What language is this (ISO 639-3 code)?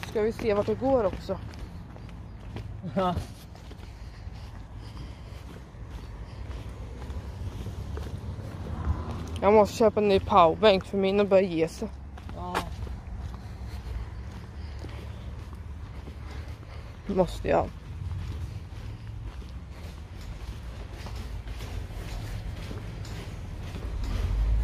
swe